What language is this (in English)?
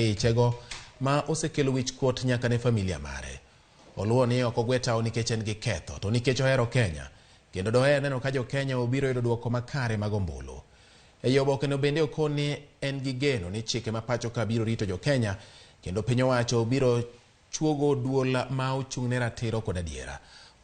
Luo (Kenya and Tanzania)